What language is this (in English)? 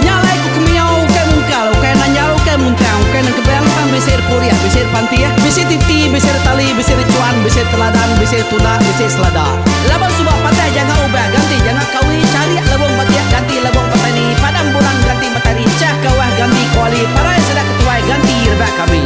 Iban